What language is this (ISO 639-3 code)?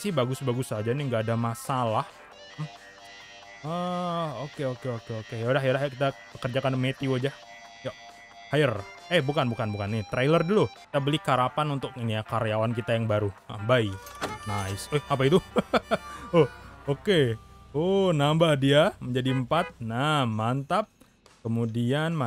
ind